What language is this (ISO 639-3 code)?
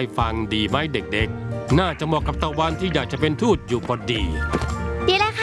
tha